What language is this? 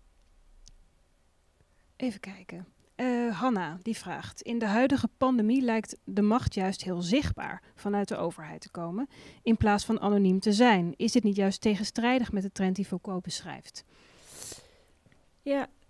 Dutch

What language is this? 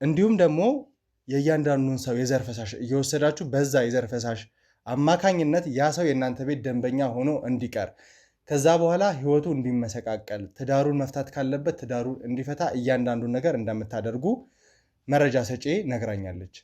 Amharic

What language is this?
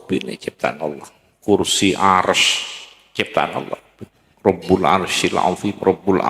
Madurese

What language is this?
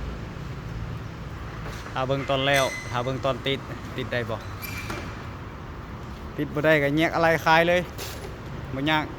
Lao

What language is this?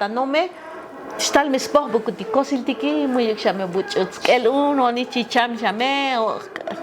Tzotzil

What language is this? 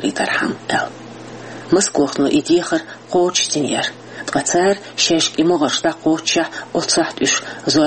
Chechen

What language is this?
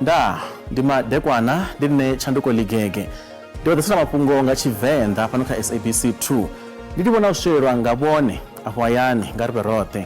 Venda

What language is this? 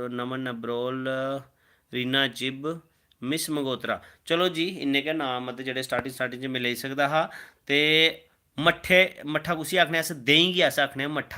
Dogri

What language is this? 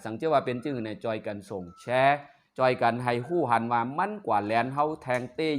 Shan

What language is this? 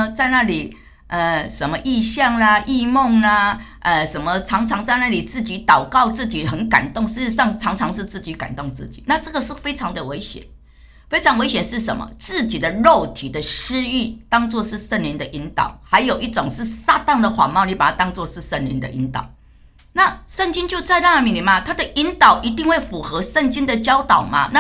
Chinese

